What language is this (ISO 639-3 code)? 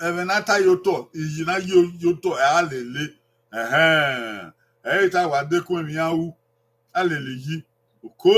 bin